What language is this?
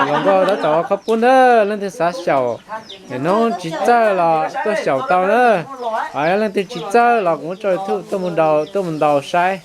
Hmong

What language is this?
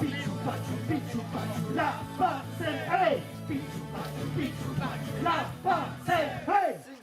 Occitan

